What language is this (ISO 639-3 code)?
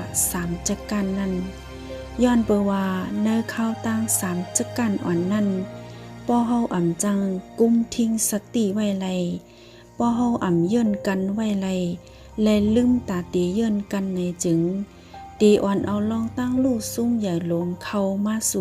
shn